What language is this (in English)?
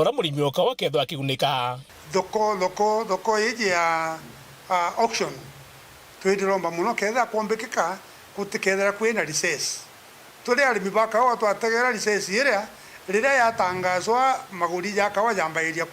Meru